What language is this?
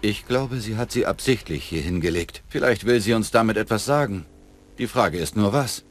Bavarian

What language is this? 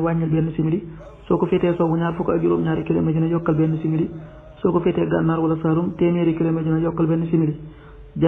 Wolof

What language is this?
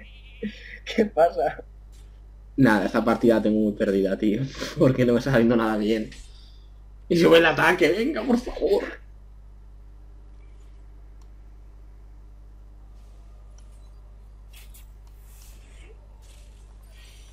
Spanish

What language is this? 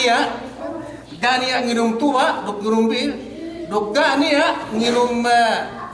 Yakan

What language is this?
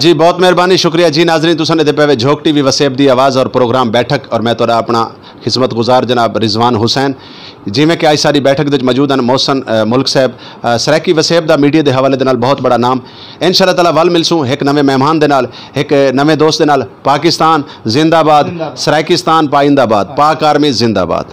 Saraiki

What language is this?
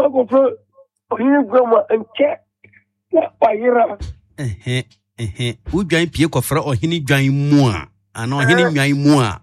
Akan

